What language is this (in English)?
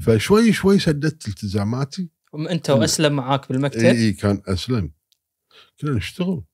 Gulf Arabic